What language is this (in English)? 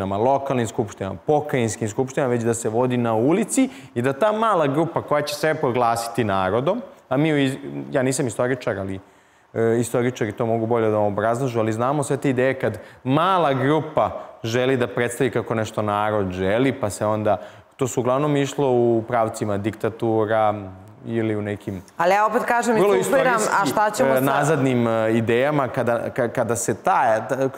Serbian